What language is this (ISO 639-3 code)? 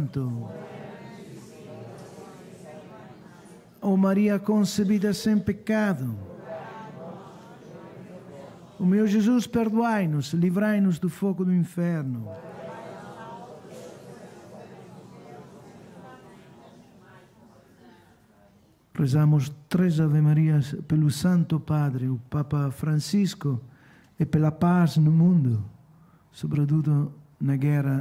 por